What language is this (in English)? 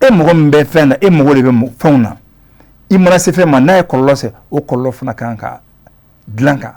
Bambara